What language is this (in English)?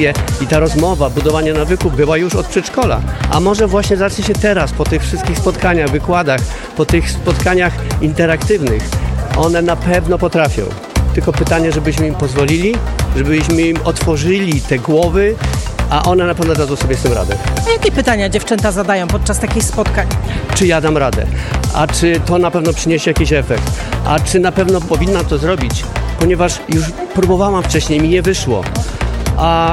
Polish